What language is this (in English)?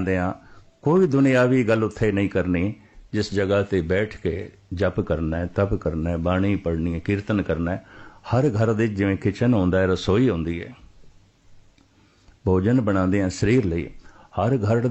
Punjabi